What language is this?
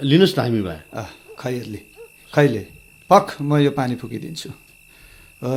Nepali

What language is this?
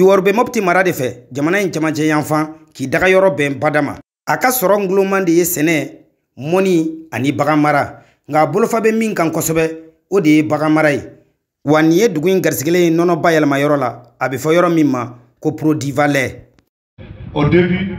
Bambara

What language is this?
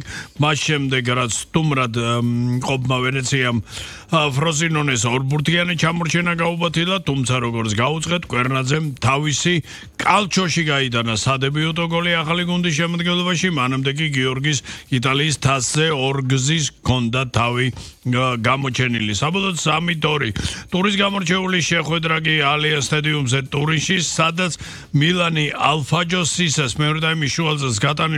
Georgian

